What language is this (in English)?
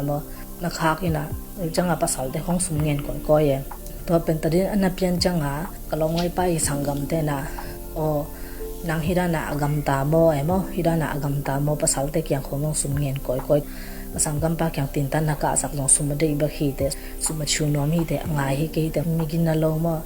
Tedim Chin